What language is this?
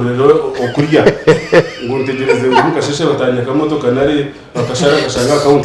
Nyankole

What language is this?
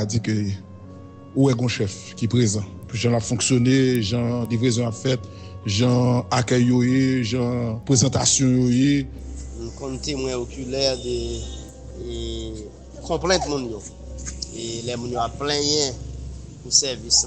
Haitian Creole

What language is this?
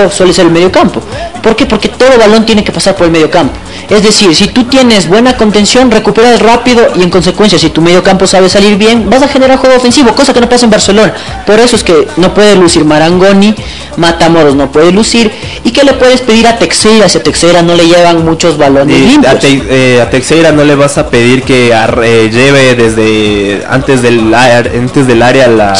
Spanish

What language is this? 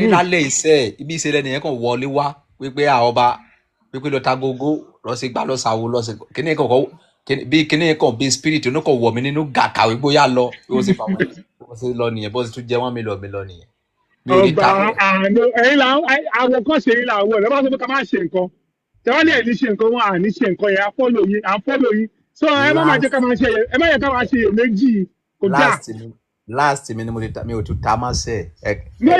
Yoruba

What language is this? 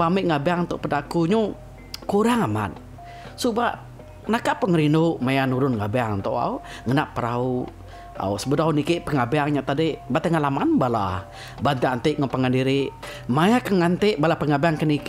Iban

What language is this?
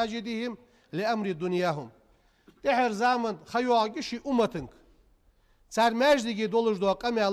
Ingush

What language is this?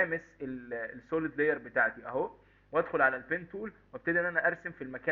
Egyptian Arabic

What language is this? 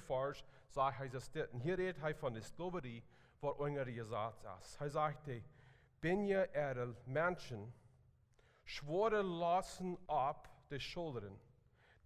Plautdietsch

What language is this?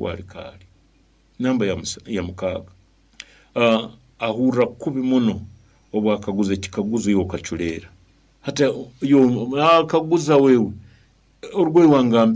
Nyoro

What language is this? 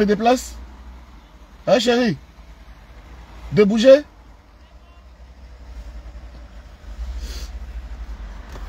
French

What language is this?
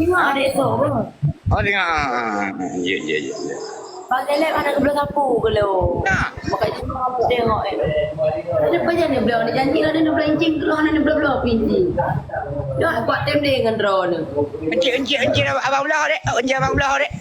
Achinese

